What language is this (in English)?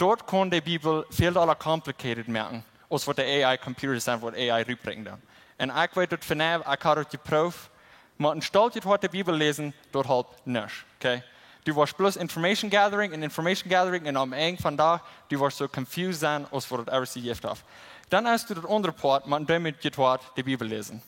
Plautdietsch